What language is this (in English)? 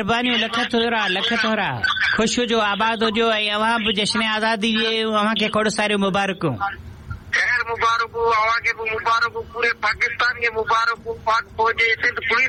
Sindhi